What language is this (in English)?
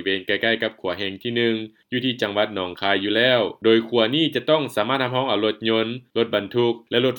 Lao